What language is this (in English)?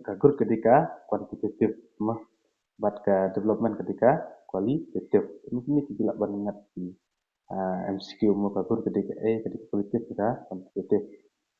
Khasi